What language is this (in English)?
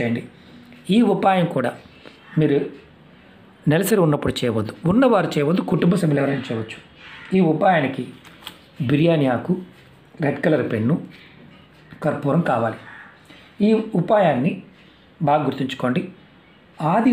Telugu